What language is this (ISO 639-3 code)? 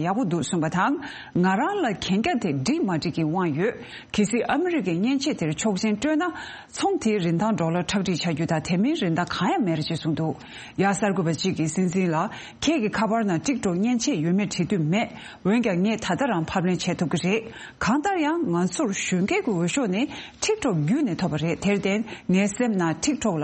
bod